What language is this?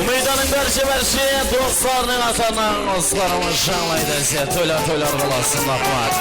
Kara-Kalpak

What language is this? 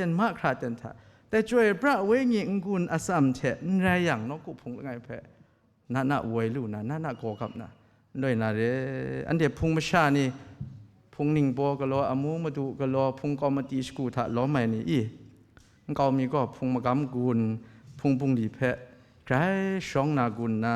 Kachin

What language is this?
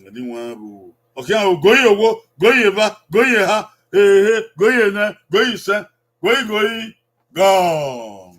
Bini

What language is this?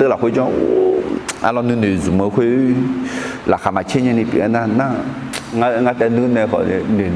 Akha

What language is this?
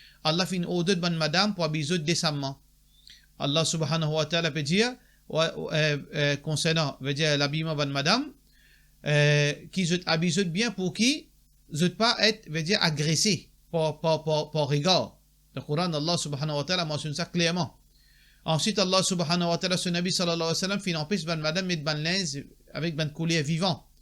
Morisyen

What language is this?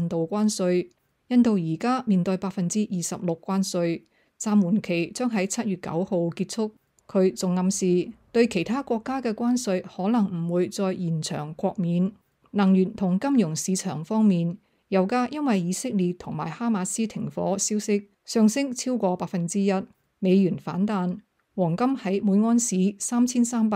Cantonese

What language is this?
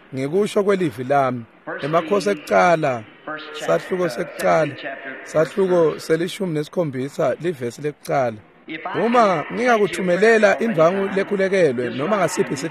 Swati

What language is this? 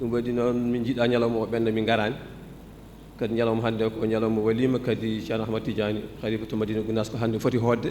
Fula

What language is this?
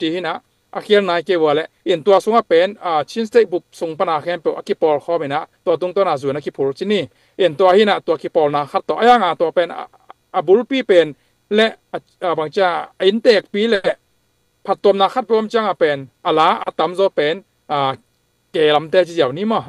Tedim Chin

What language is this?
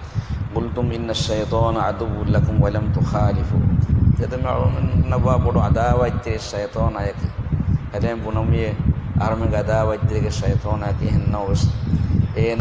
Divehi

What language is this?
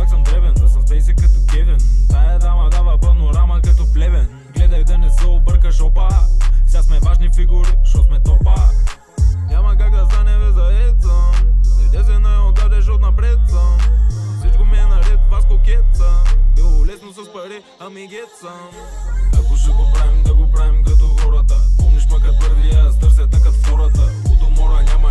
Bulgarian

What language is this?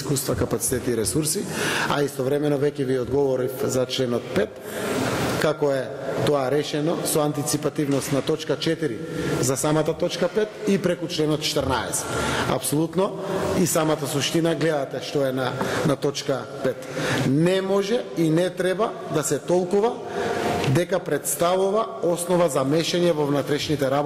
Macedonian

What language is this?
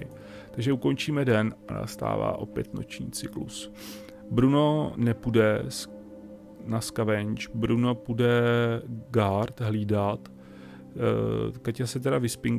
Czech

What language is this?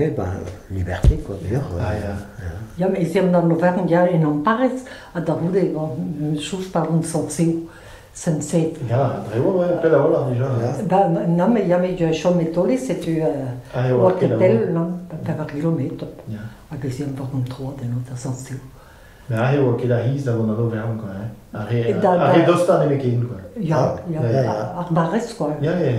Breton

